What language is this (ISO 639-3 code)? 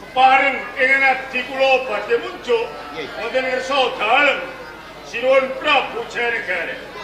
jav